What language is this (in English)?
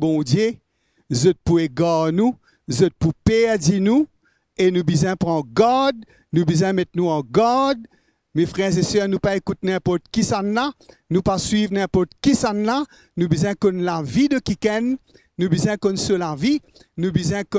Morisyen